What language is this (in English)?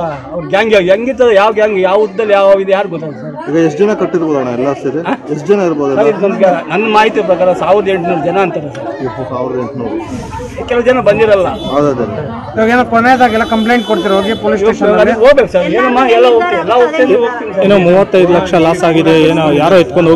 Kannada